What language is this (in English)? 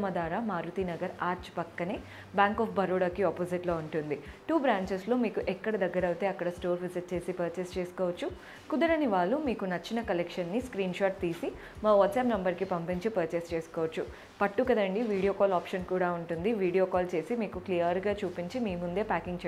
Telugu